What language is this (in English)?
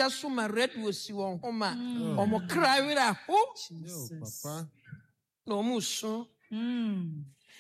Akan